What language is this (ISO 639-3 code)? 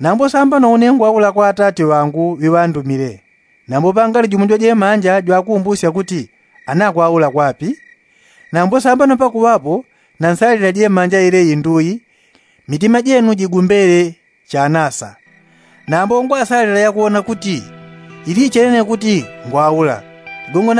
yao